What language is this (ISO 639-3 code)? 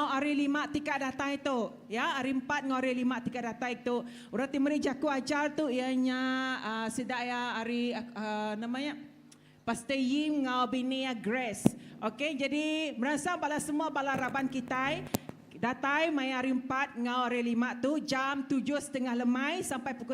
iba